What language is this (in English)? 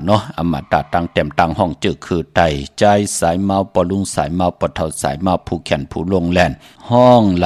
Shan